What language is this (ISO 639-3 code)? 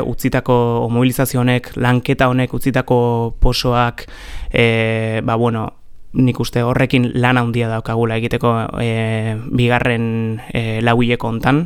eus